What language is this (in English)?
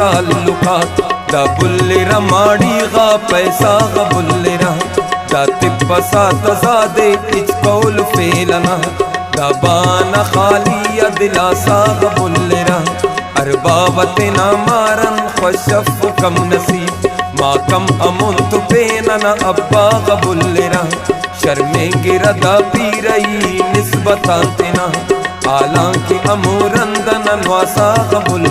Brahui